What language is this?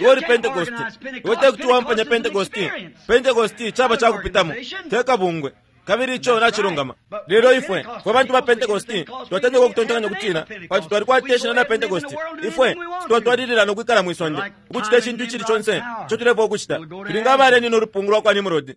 Bemba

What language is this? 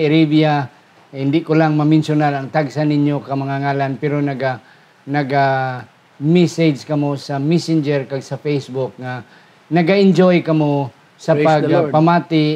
Hiligaynon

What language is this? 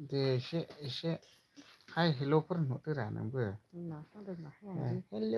Bodo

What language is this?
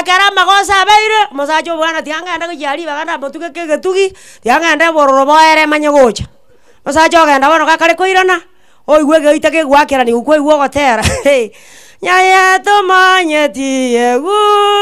Gusii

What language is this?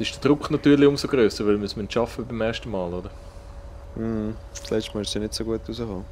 Swiss German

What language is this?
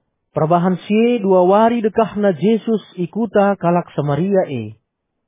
Batak Karo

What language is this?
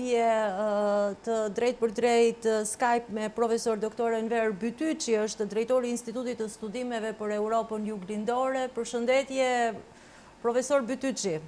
Albanian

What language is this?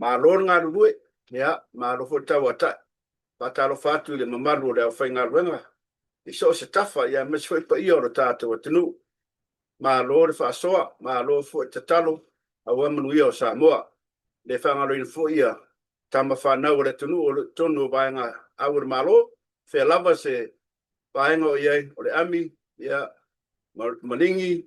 Samoan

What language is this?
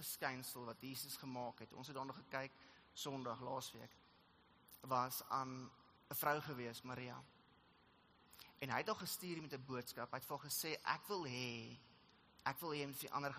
Afrikaans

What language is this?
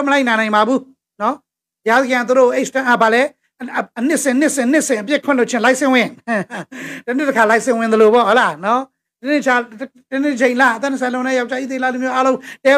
Burmese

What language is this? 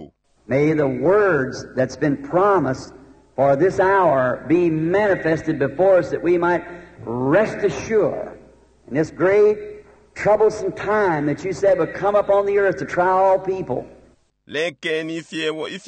Bemba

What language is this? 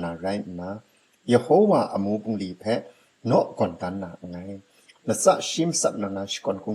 Kachin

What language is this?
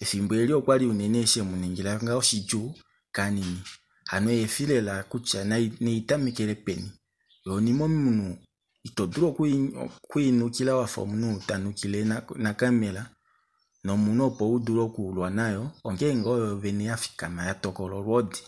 Kuanyama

